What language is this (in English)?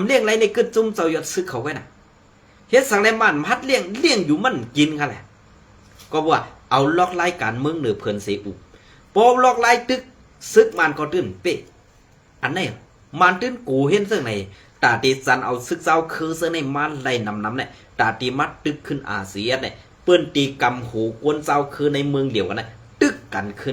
Shan